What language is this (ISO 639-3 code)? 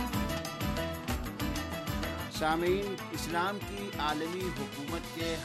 urd